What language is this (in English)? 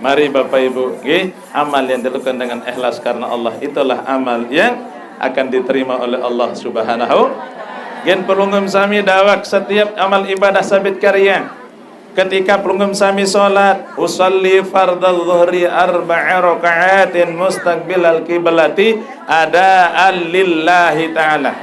Sasak